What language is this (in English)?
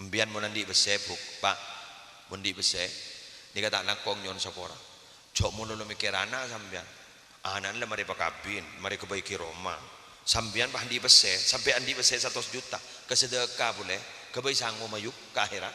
Madurese